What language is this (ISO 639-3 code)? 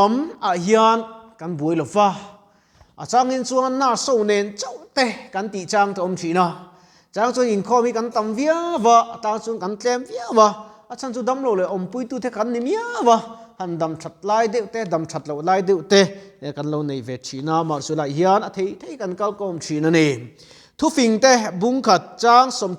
lus